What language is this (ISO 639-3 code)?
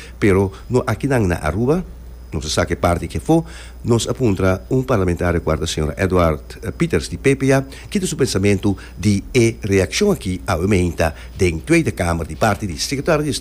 pap